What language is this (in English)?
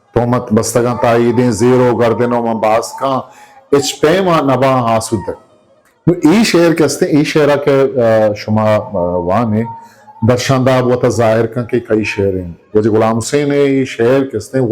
Eastern Balochi